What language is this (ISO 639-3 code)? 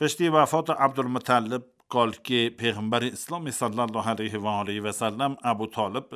kur